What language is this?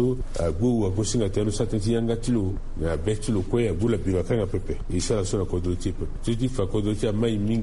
Sango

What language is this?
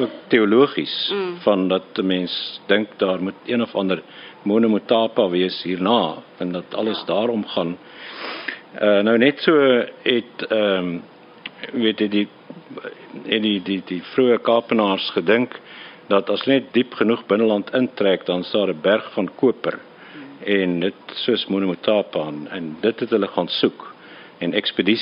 Afrikaans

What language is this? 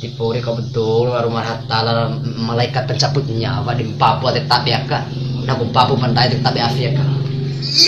Bima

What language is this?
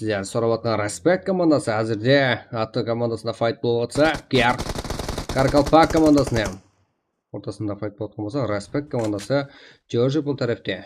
Kara-Kalpak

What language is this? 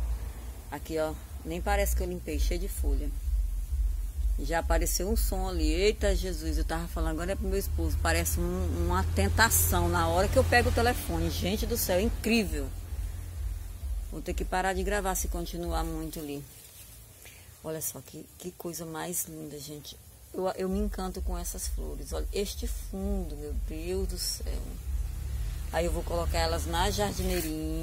Portuguese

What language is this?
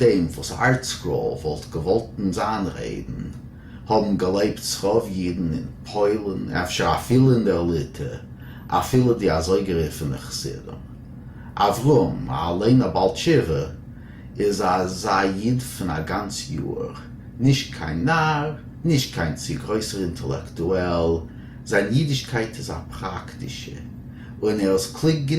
Yiddish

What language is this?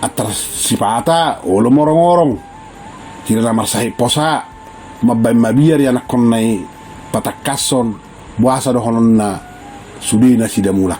Batak Toba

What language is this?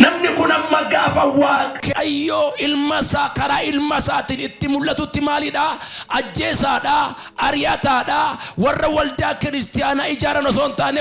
Oromo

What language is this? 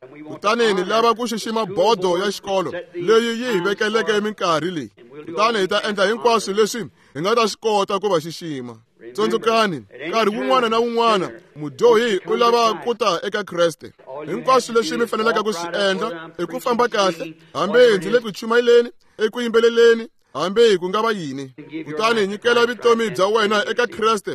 Tsonga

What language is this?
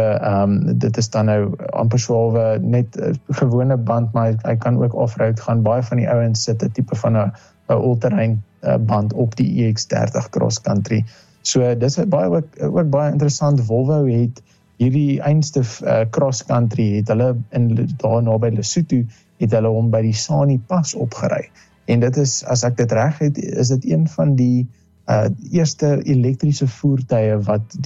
Afrikaans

